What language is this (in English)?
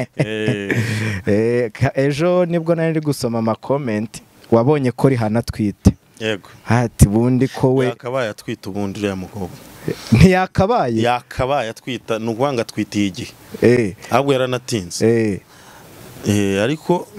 Kinyarwanda